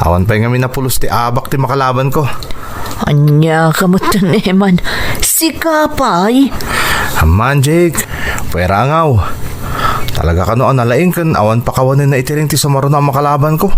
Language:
Iloko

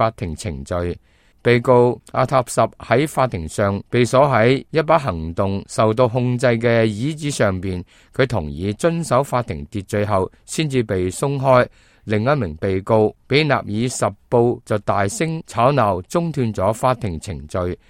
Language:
Cantonese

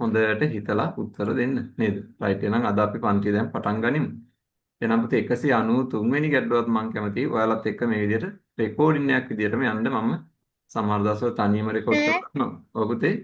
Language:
Sinhala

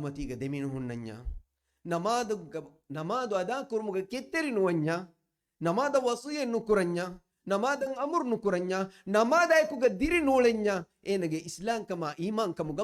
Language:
Divehi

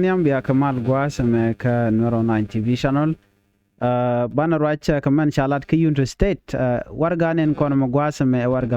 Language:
Nuer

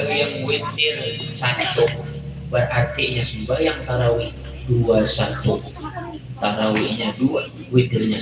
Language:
Banjar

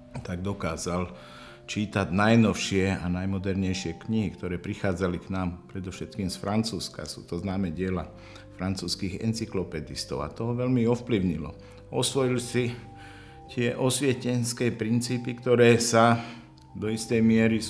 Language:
Slovak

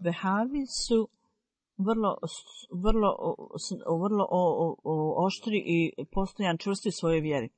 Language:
Bosnian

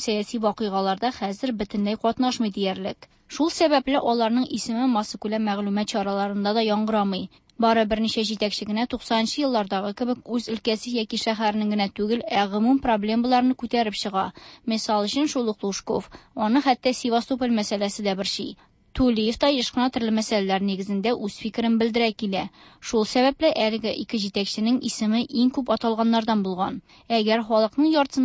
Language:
Tatar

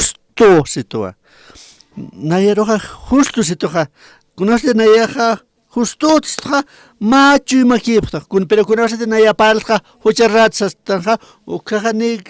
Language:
Aymara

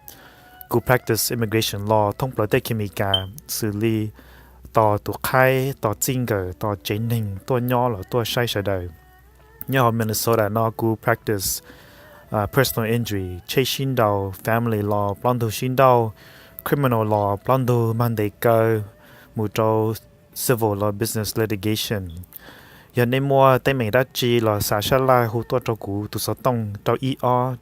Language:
Hmong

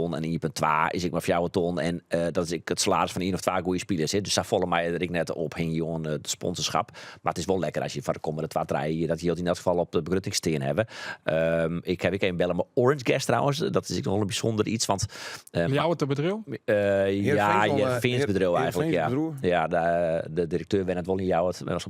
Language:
Western Frisian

